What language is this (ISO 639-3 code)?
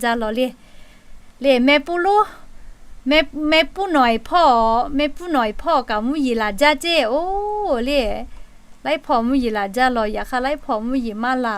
lhu